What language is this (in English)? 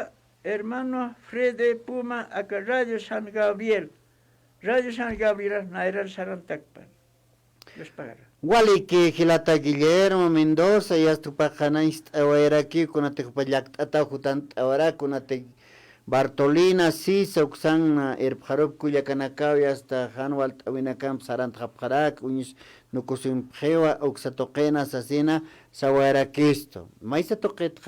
Aymara